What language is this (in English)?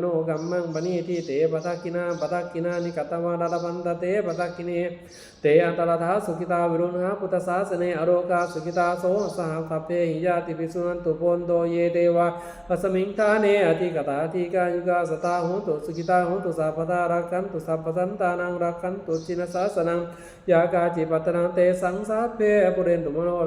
Pali